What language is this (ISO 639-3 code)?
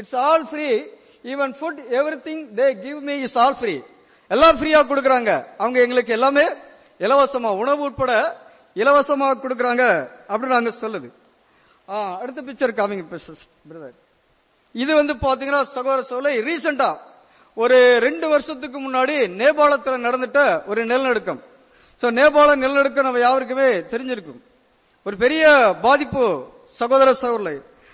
tam